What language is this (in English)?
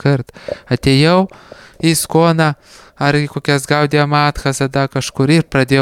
Lithuanian